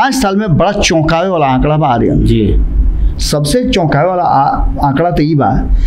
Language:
Bhojpuri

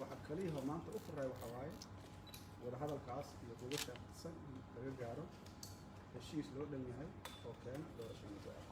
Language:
Somali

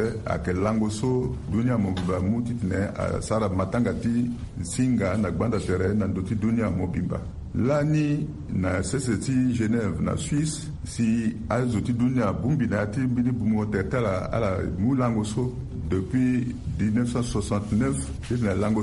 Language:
Sango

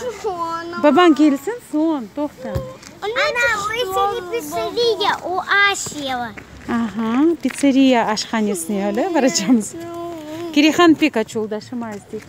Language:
Crimean Tatar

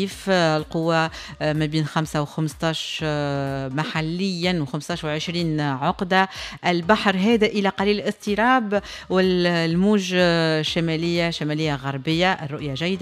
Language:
Tunisian Arabic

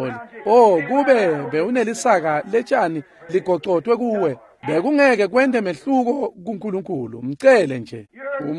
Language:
Swati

